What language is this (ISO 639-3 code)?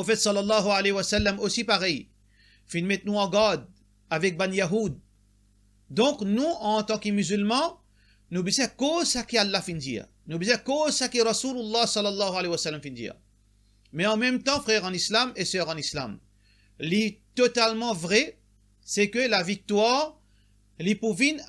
mfe